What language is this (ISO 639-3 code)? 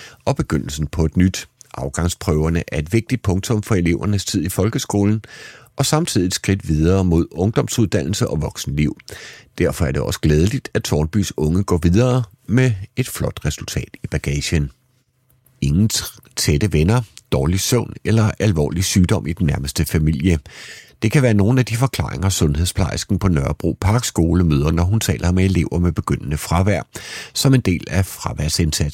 dan